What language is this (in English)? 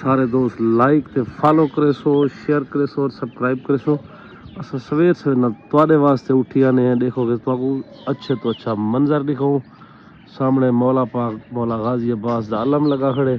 Saraiki